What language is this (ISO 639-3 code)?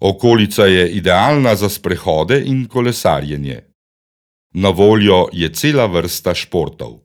slv